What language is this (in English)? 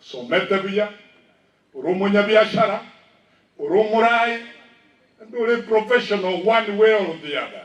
Gusii